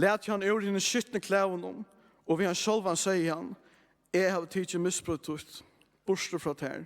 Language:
Faroese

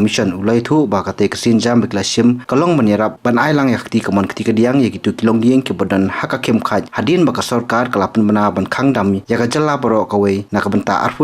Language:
Khasi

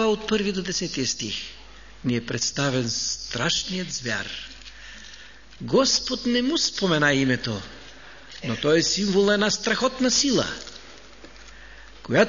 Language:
Bulgarian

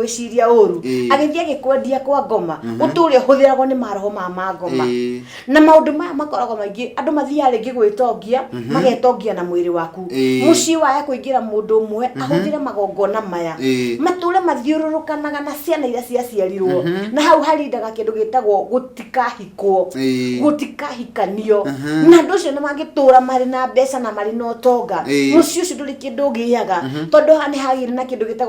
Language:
Kikuyu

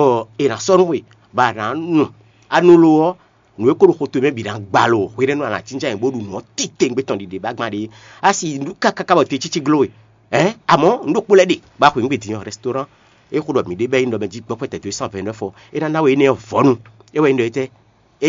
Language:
Fon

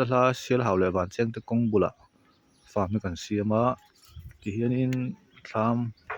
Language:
Mizo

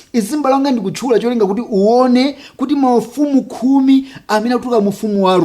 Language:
Nyanja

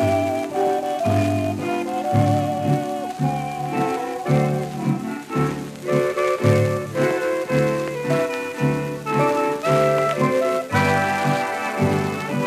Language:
Polish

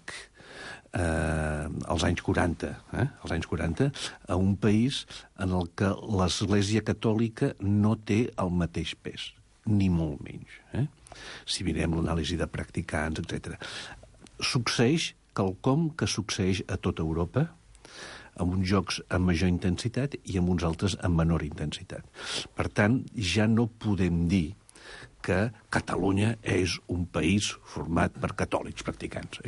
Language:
Catalan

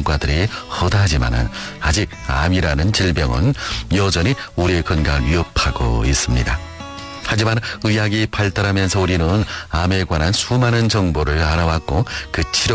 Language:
Korean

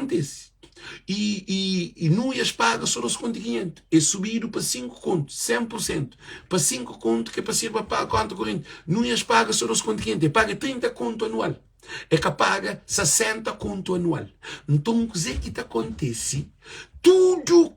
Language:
Kabuverdianu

